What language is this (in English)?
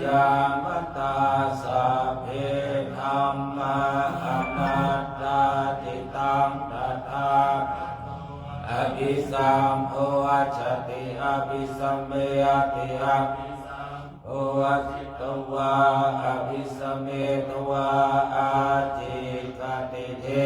Pali